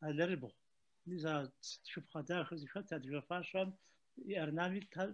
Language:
Kabardian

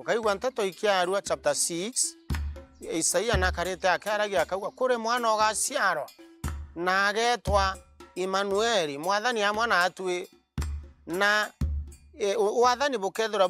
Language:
Meru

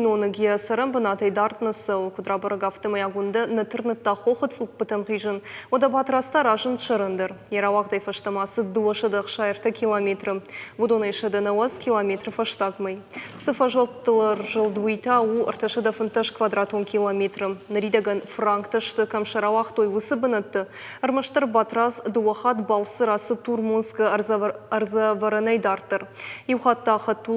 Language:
Ossetic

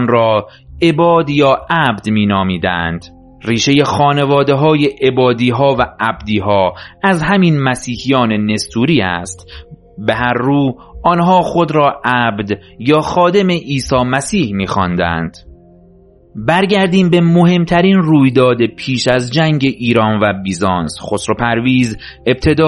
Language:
Persian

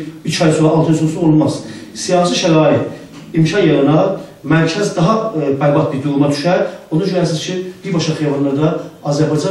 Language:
South Azerbaijani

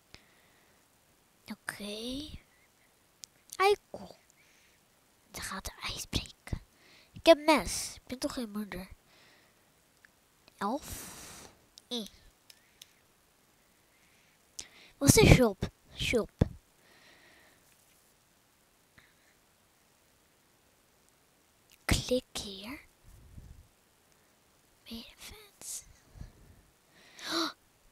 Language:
Dutch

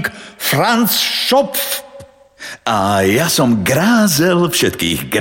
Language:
Slovak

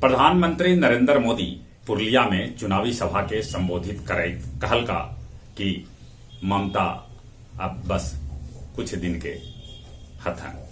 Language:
Magahi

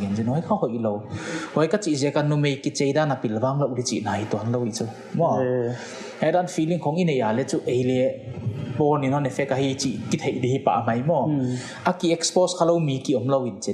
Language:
Paite Chin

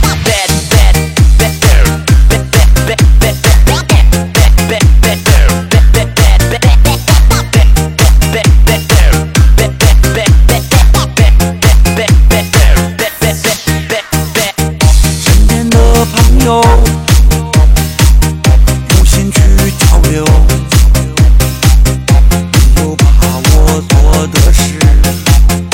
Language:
Chinese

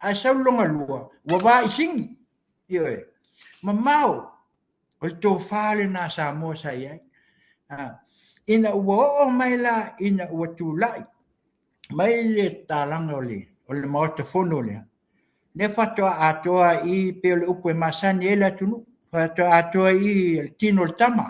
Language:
Samoan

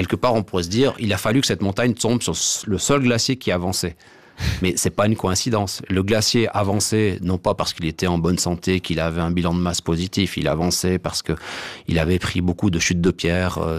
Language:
French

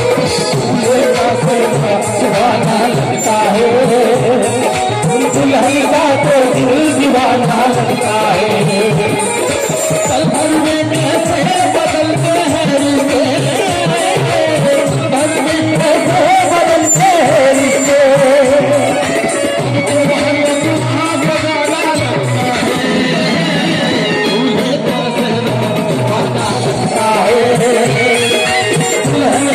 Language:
Hindi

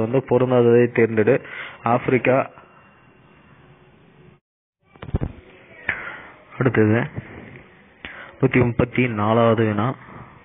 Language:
Tamil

